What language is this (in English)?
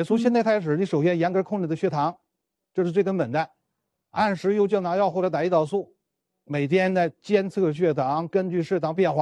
Chinese